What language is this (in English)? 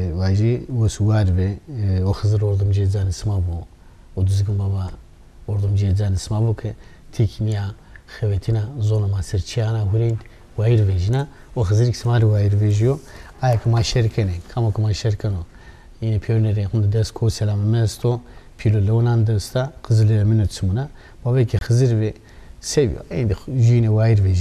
Zaza